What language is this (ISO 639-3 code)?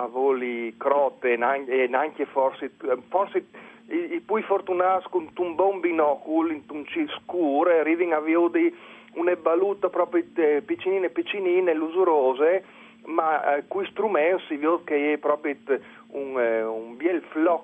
fur